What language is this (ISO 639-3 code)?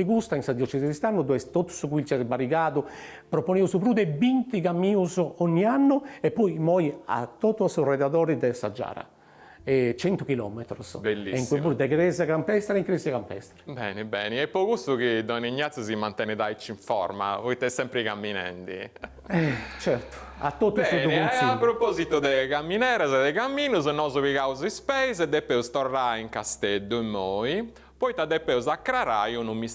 srd